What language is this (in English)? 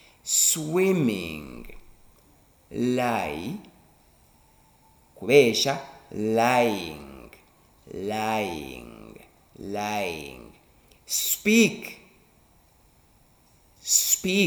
Rundi